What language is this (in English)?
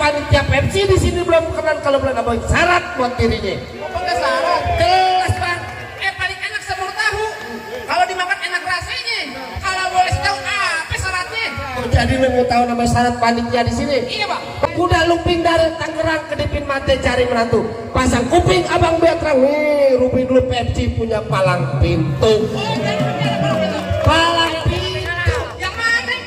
Betawi